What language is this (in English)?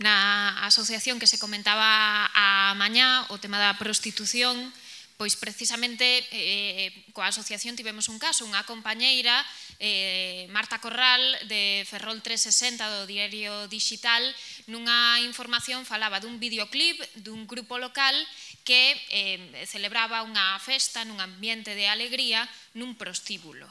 Galician